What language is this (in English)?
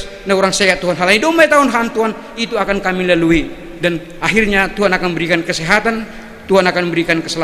Batak Simalungun